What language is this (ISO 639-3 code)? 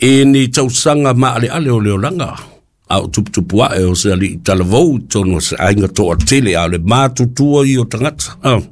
smo